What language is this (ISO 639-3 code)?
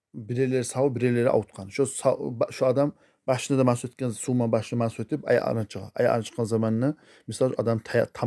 kum